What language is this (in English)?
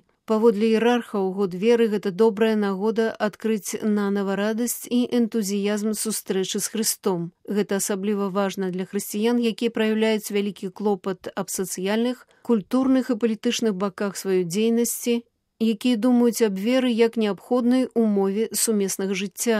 Belarusian